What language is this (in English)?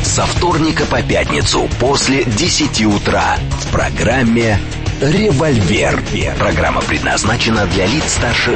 Russian